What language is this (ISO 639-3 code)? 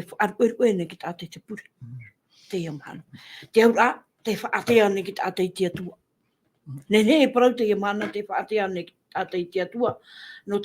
tah